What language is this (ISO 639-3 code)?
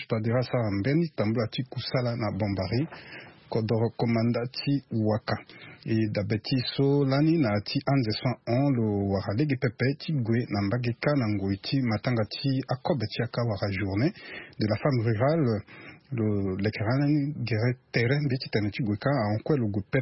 sag